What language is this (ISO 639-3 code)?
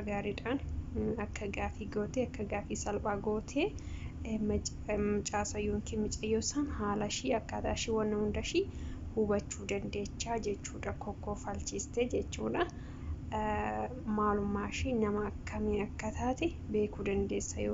orm